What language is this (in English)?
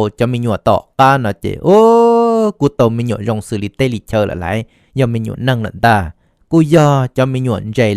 Hmong